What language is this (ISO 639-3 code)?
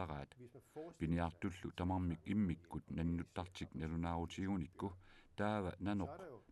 kal